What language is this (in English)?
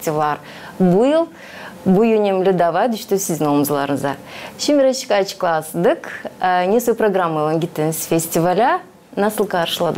Gagauz